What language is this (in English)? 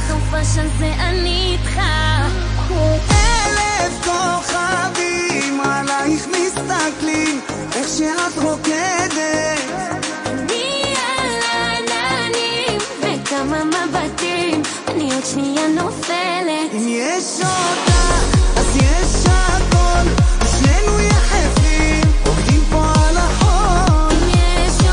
Hebrew